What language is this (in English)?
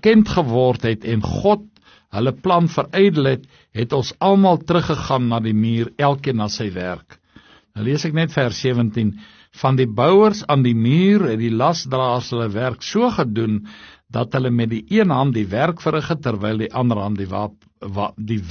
Afrikaans